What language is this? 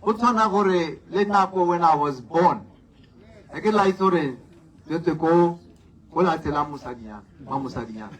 Tswana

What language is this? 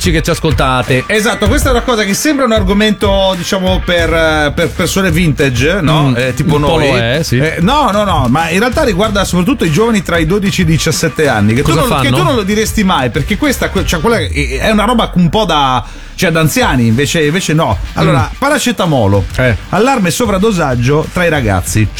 Italian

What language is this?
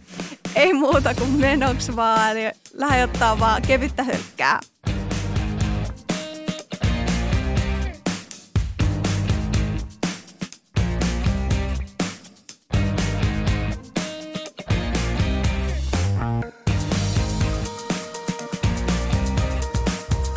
Finnish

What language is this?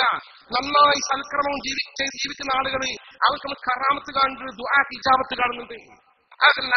Malayalam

